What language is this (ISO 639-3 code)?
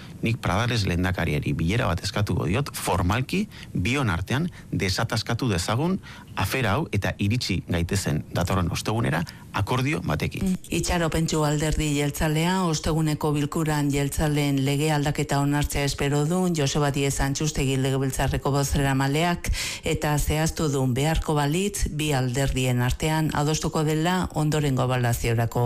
eus